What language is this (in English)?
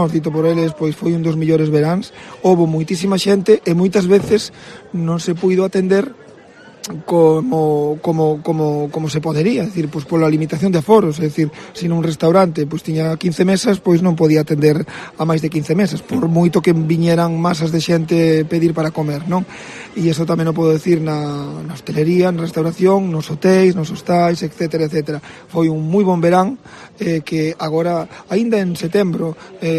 Galician